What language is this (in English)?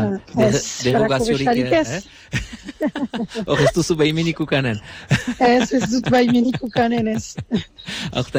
Basque